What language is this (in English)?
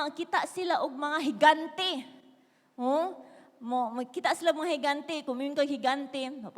Cebuano